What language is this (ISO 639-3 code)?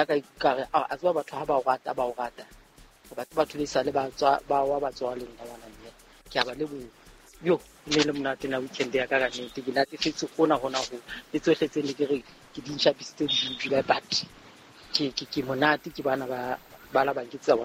sot